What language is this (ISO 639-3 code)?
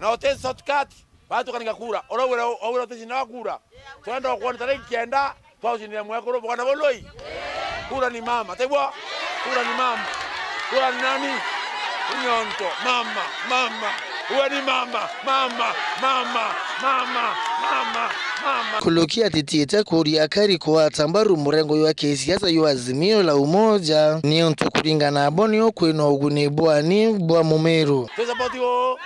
mer